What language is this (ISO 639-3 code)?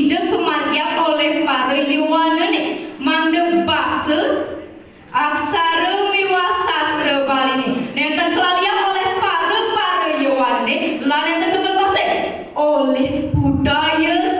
ban